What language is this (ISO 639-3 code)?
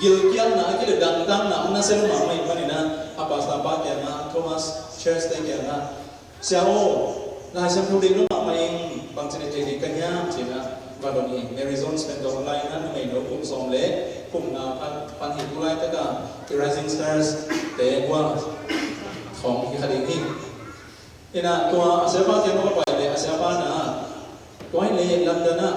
ctd